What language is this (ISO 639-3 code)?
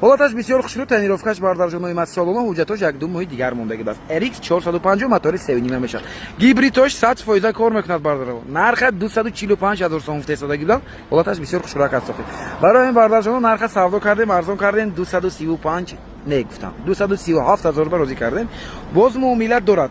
tgk